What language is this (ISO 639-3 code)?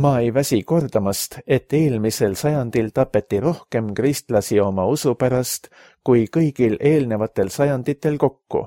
est